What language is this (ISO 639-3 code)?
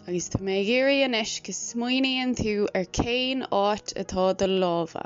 gle